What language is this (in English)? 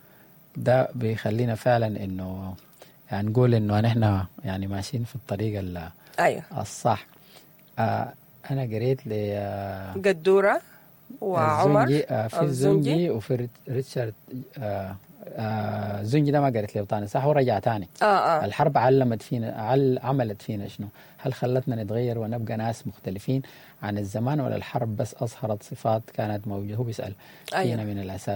Sudanese Arabic